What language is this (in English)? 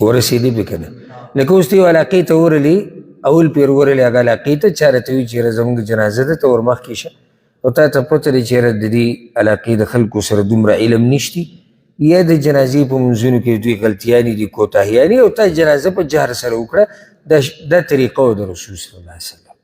Pashto